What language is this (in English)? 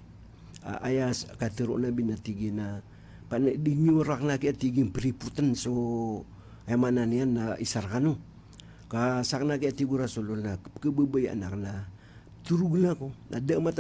Maranao